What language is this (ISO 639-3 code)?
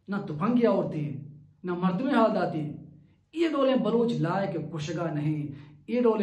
bal